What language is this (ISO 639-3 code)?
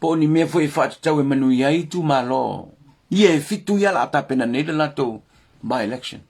smo